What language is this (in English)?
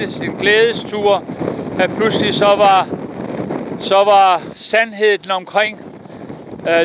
Danish